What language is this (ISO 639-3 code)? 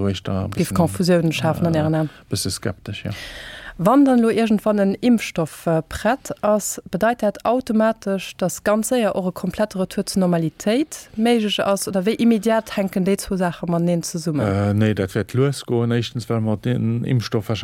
ltz